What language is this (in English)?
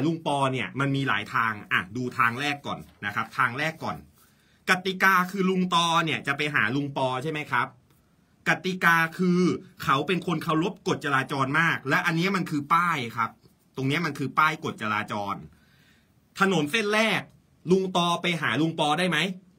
Thai